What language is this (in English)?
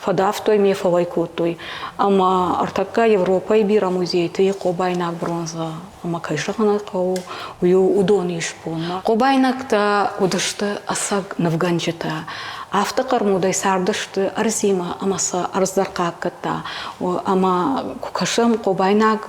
Ossetic